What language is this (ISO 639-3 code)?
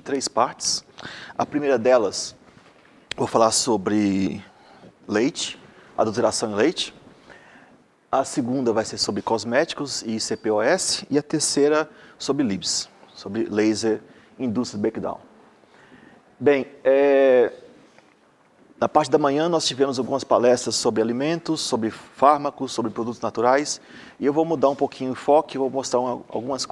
por